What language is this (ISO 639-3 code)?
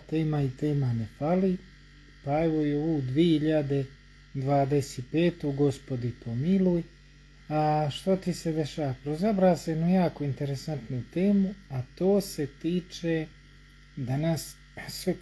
bos